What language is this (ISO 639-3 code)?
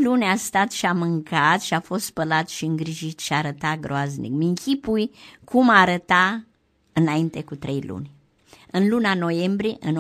ron